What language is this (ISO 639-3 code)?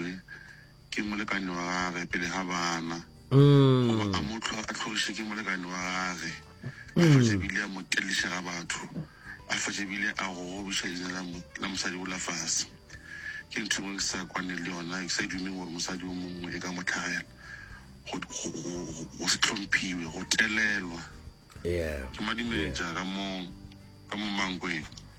nso